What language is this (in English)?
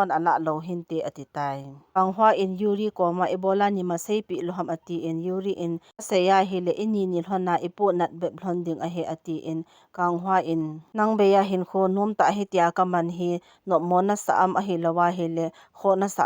Thado Chin